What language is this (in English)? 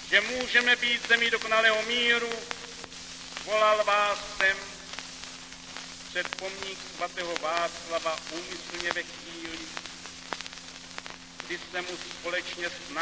Czech